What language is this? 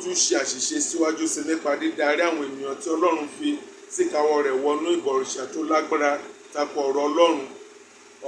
Yoruba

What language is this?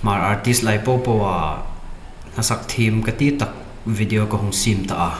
Hmar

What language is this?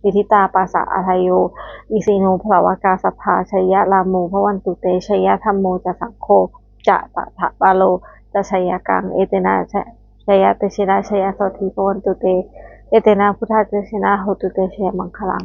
Pali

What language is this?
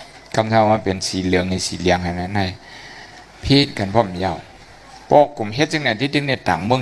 Shan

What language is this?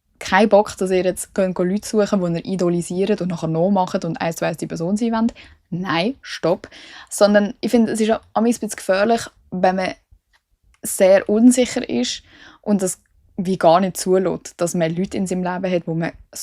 Swiss German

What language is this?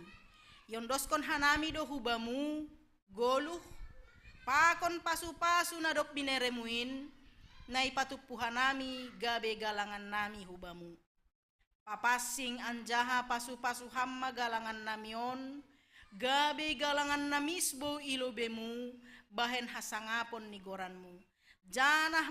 Batak Simalungun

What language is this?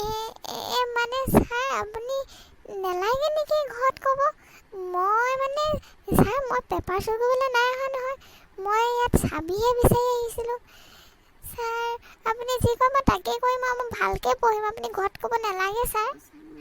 Assamese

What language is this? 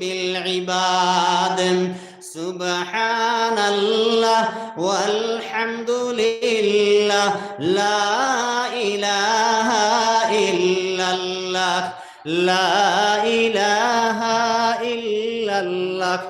Sylheti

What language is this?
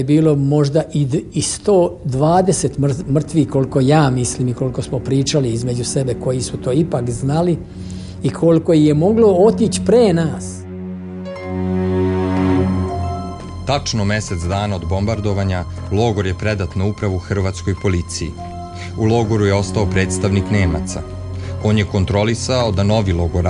Serbian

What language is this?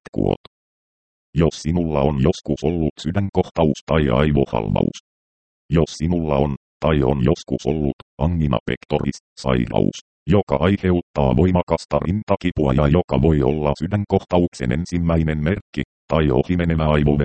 Finnish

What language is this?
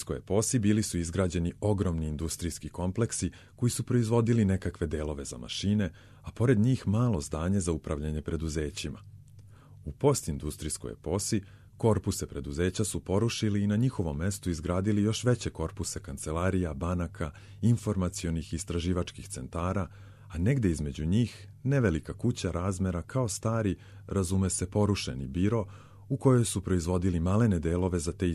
Serbian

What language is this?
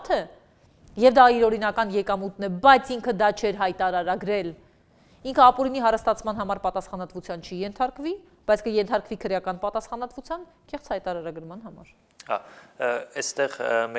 Armenian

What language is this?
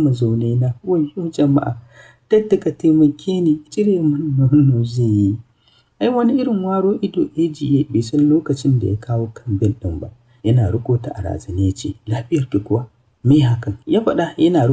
Hausa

